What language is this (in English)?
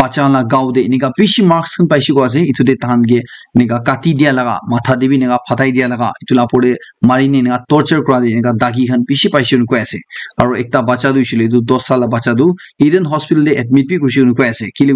Naga Pidgin